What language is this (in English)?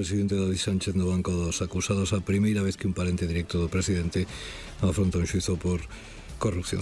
Galician